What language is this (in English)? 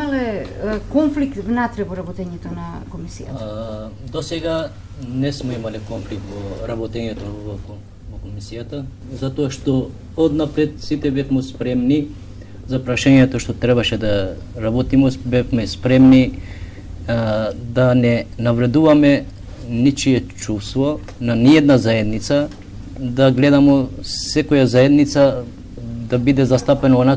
Macedonian